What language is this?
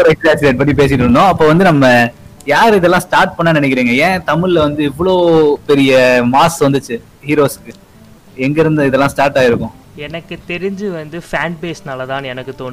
Tamil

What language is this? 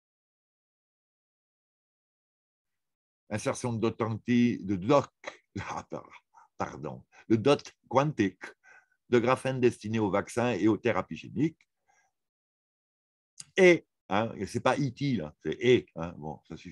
French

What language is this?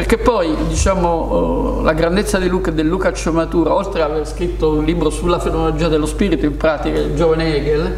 Italian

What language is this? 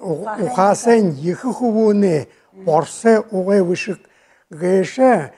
Buriat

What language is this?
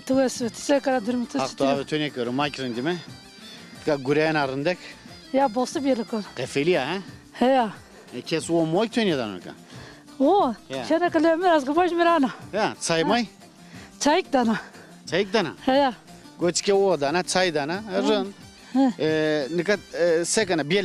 Zaza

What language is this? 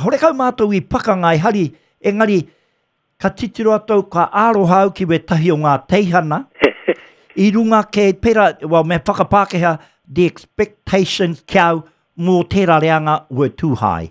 Māori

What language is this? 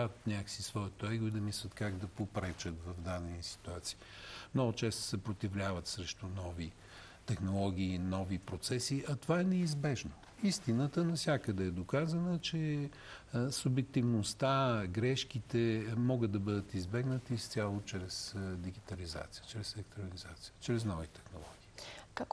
Bulgarian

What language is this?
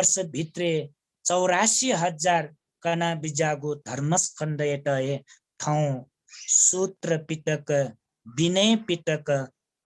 Newari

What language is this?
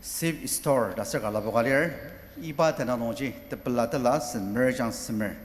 Ao Naga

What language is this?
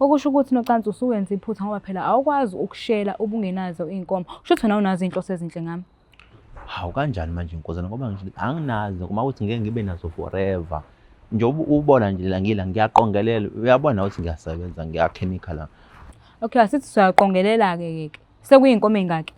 Zulu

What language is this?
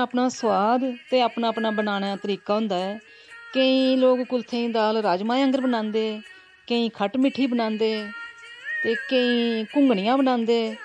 Dogri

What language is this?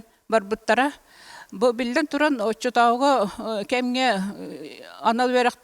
Yakut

